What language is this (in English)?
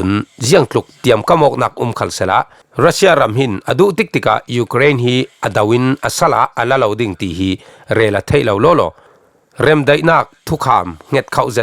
Falam Chin